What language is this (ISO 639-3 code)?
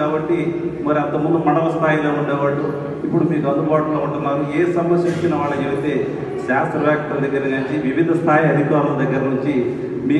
tel